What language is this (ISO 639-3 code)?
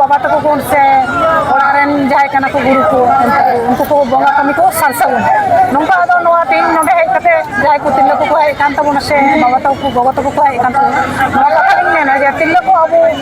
sat